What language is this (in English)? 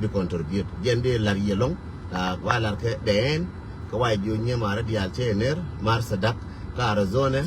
Nuer